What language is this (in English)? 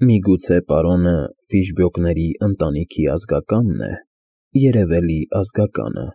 Armenian